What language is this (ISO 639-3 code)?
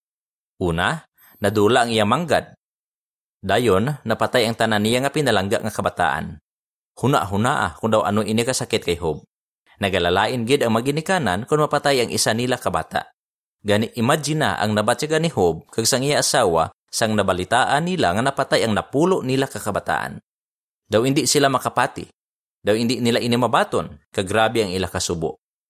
hil